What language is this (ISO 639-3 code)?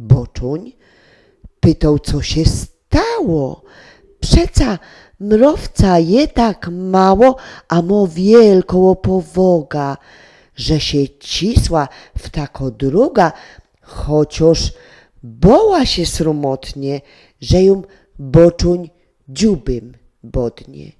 szl